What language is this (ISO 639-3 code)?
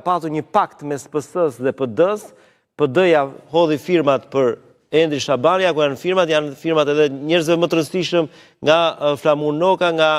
sqi